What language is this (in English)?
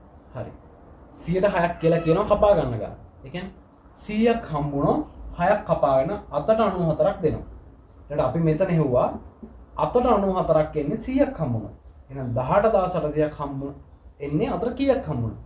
Sinhala